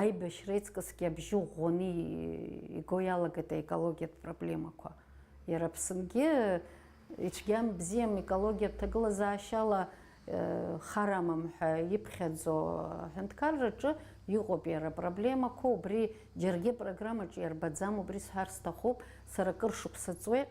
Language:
Abkhazian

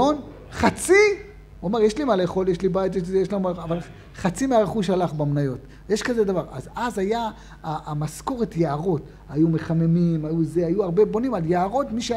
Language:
Hebrew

